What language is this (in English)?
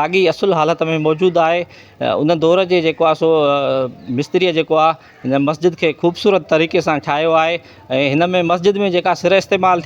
Sindhi